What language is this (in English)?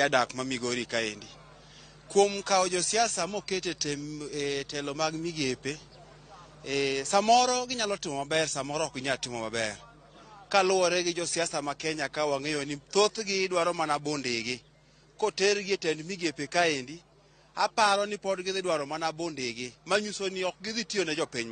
Luo (Kenya and Tanzania)